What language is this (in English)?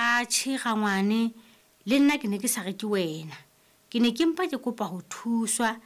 Southern Sotho